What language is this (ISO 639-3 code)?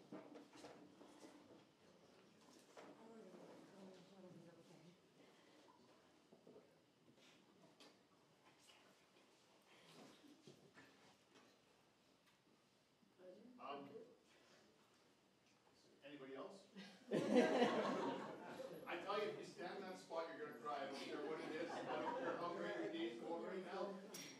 eng